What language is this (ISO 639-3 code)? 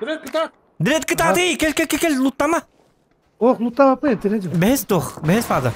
sah